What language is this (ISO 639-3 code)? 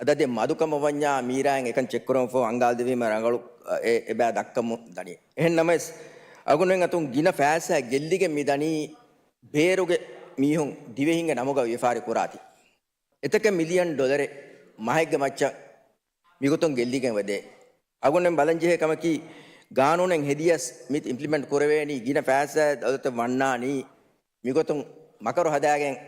div